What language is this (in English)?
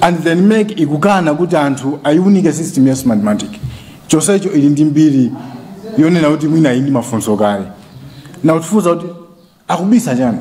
Nyanja